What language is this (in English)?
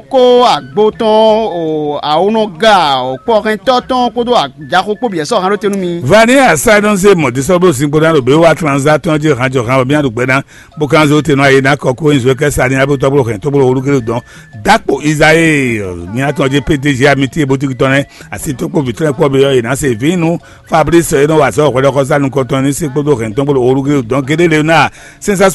Fon